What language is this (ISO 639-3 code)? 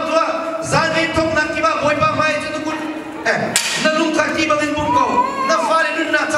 cnh